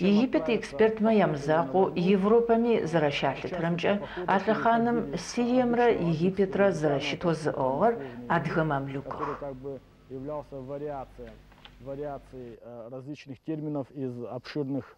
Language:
Adyghe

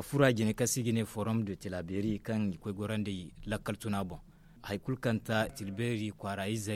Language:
Zarma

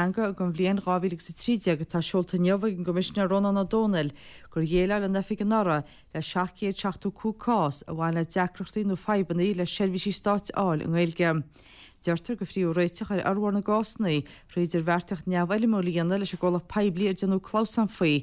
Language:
Irish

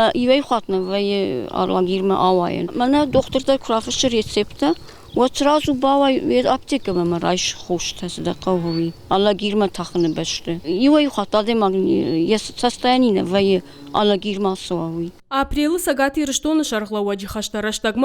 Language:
Ossetic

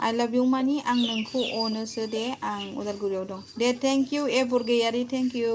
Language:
Bodo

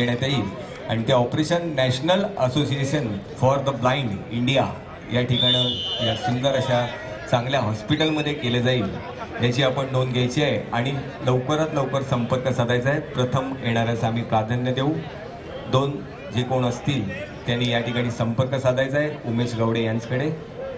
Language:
Marathi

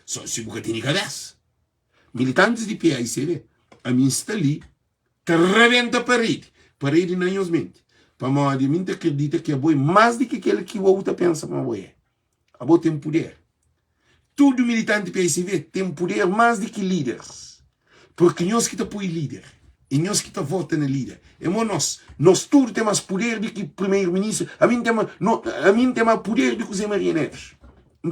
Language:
Kabuverdianu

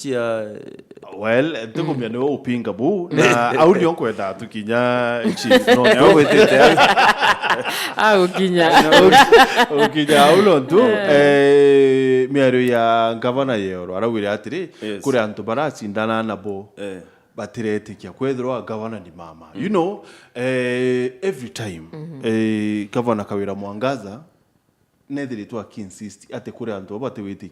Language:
Meru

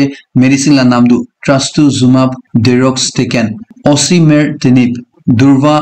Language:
Naga Pidgin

